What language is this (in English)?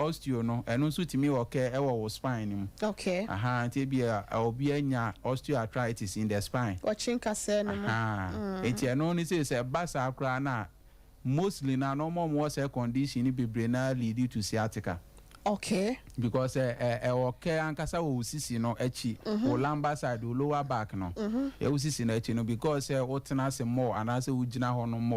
Akan